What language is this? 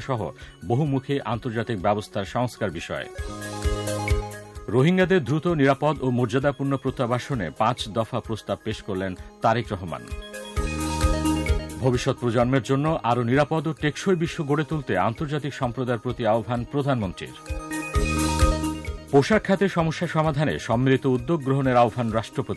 Bangla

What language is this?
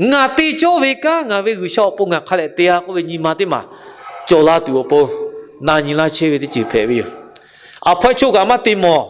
Lahu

